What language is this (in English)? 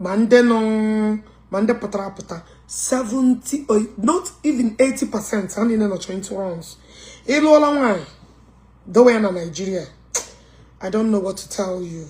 Igbo